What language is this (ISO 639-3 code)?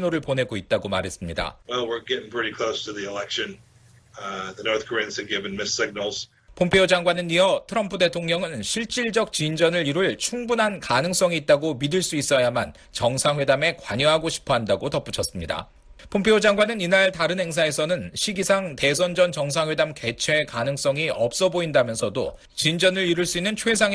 kor